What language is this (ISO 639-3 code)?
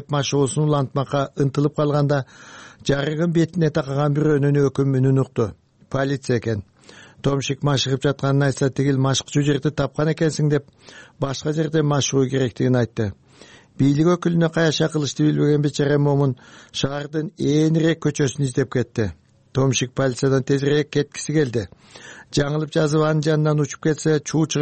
kir